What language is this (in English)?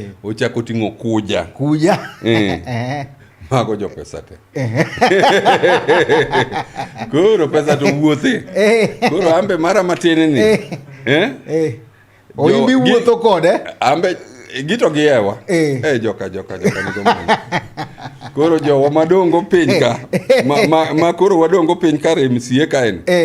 Luo (Kenya and Tanzania)